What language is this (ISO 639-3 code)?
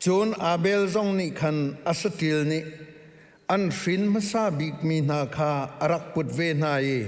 cnh